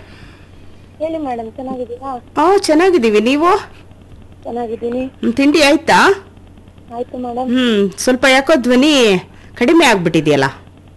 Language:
Kannada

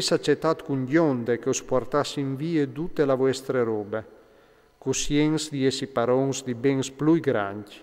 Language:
Friulian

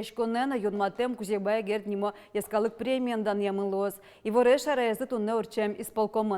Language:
Udmurt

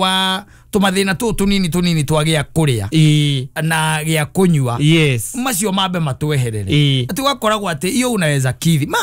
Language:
Kikuyu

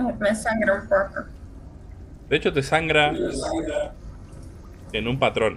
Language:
Spanish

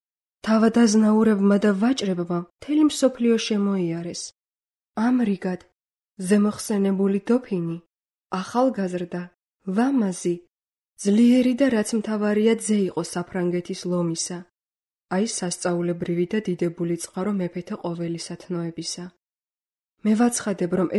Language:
Georgian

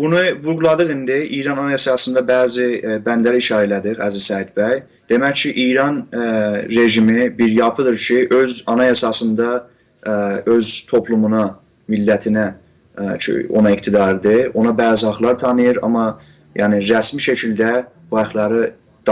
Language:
South Azerbaijani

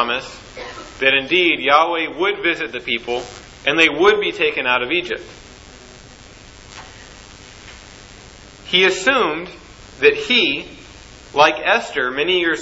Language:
English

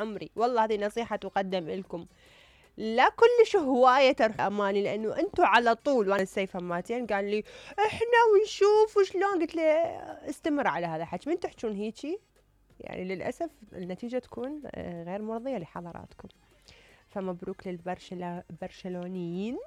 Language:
Mesopotamian Arabic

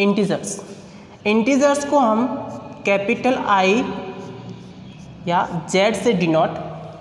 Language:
Hindi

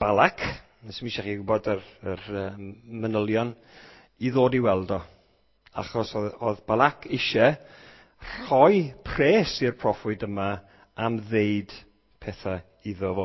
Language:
Welsh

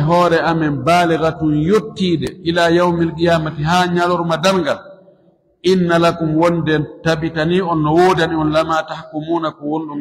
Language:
Fula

